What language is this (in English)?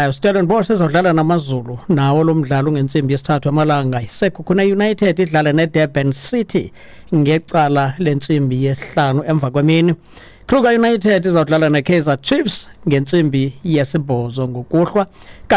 Xhosa